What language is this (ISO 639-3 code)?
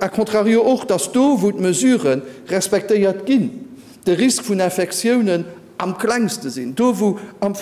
ltz